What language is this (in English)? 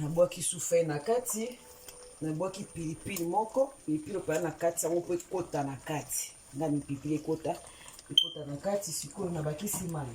Lingala